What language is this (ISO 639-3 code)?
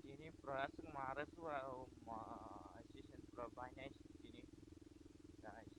trp